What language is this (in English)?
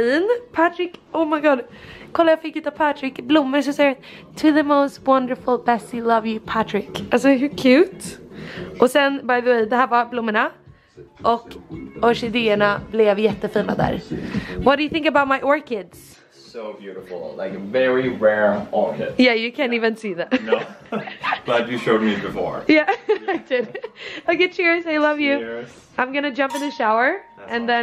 Swedish